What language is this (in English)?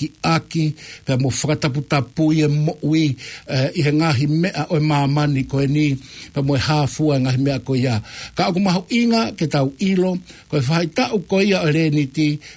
Tongan